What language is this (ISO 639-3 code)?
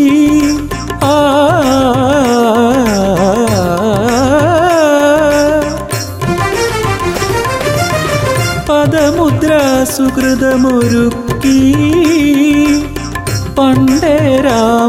mal